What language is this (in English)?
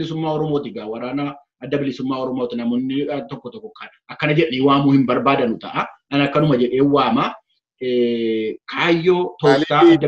Oromo